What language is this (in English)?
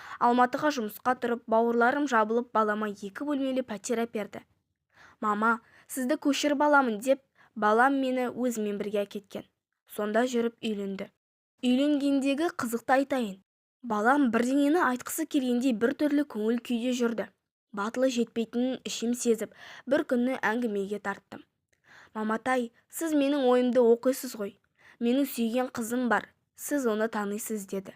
Kazakh